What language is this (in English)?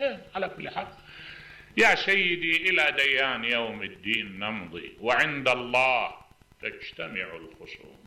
Mesopotamian Arabic